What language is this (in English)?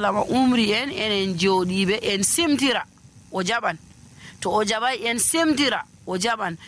Nigerian Fulfulde